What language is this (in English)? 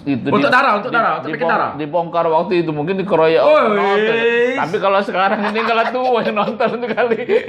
Musi